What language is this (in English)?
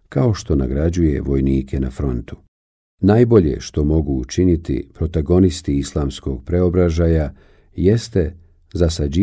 Bosnian